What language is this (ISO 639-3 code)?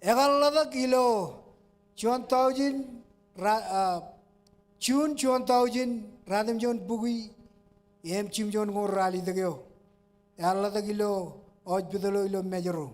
mah